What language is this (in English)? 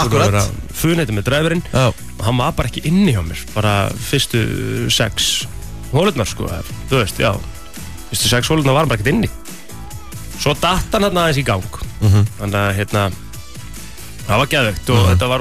Icelandic